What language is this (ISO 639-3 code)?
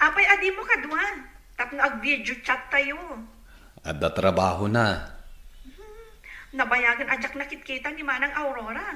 ilo